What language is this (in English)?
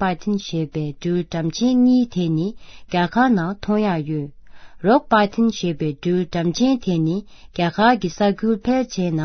Tibetan